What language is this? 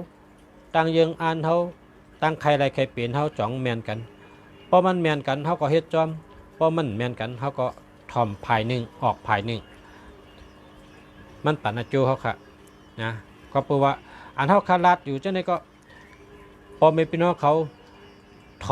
Shan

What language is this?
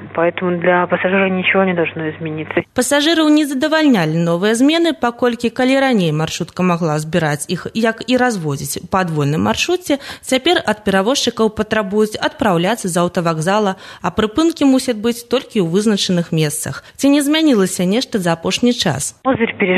Belarusian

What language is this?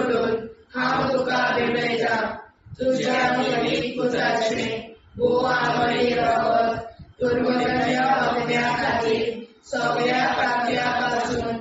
Konkani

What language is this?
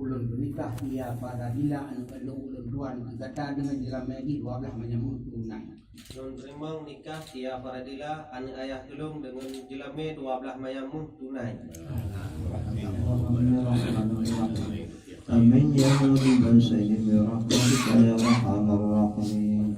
Achinese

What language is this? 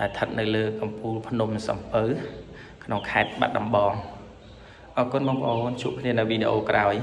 Khmer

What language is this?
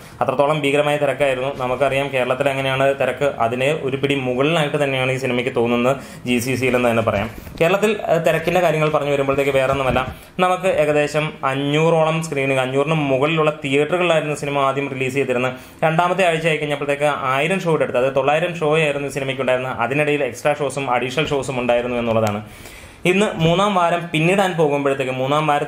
Malayalam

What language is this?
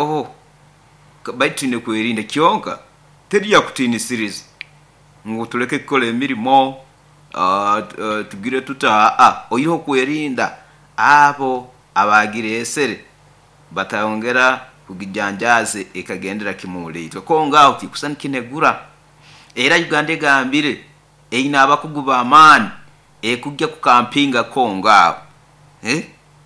Nyoro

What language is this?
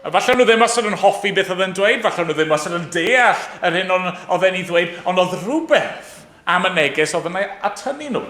Welsh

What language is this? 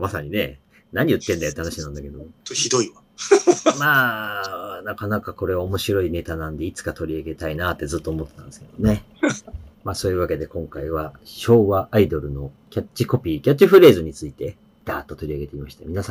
Japanese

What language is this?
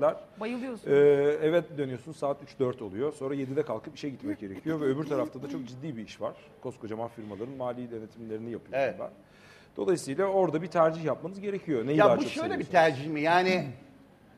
Turkish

